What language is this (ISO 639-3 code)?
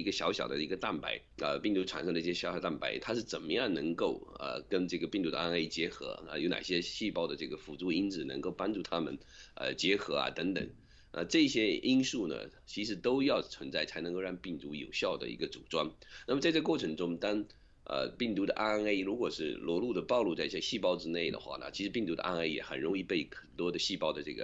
zho